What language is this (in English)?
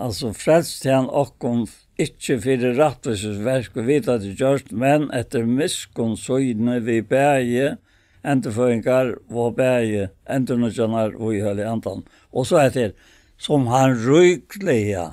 Faroese